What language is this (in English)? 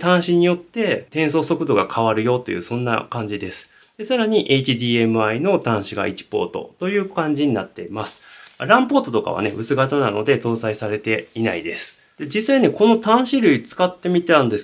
Japanese